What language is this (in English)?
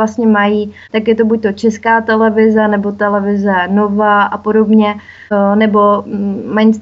Czech